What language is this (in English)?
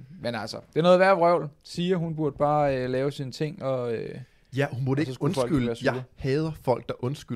Danish